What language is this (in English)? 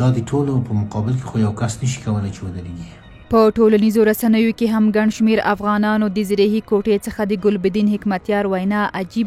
Pashto